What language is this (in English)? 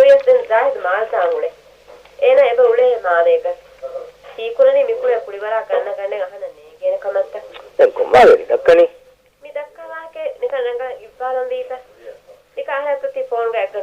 Divehi